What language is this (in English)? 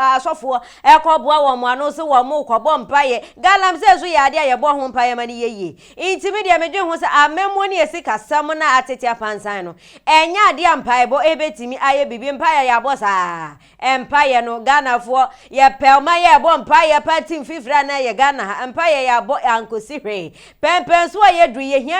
Akan